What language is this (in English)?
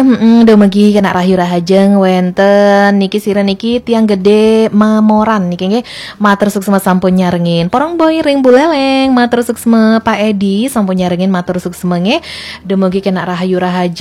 Balinese